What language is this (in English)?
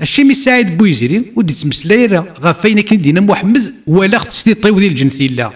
Kabyle